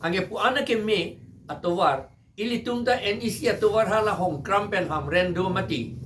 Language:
Karbi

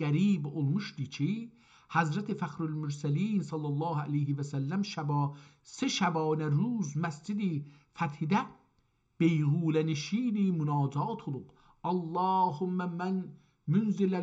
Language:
South Azerbaijani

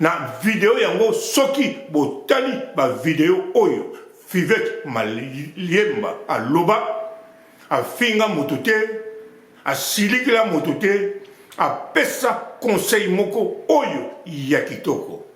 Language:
Lingala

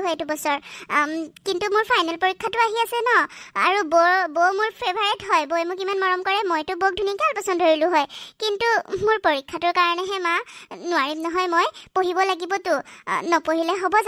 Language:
Assamese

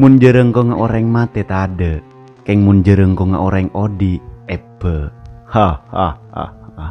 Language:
Madurese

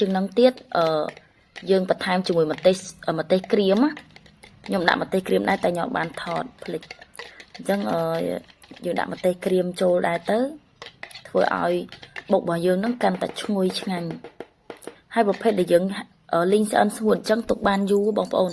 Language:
Khmer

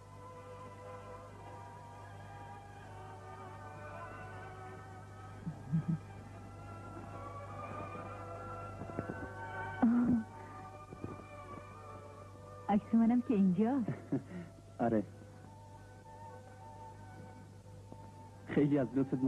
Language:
Persian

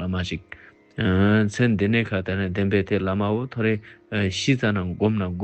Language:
Ladakhi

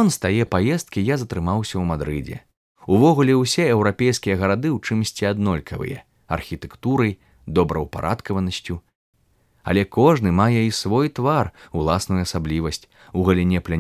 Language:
Belarusian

